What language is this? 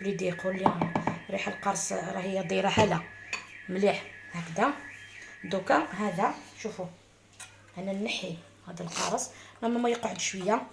Algerian Arabic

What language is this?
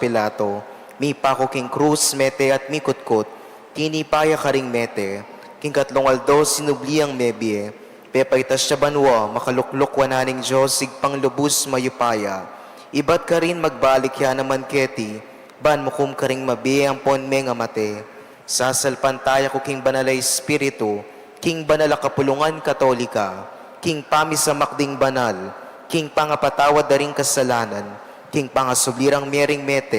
Pampanga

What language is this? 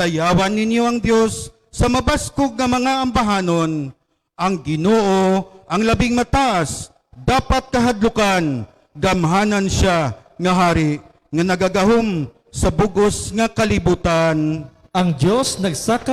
Hiligaynon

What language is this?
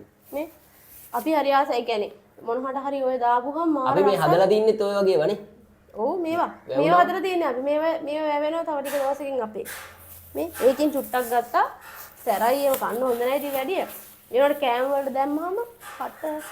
Sinhala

